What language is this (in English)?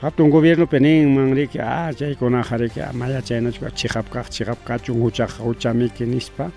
Ayacucho Quechua